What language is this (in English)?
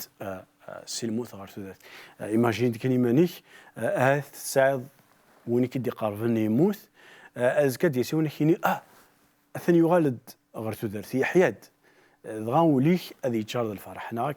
Kabyle